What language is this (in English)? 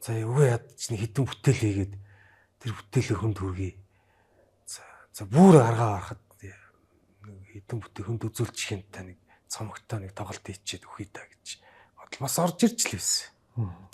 Mongolian